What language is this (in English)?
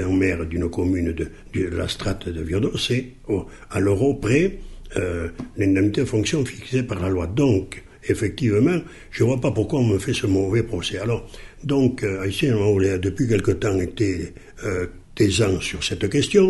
French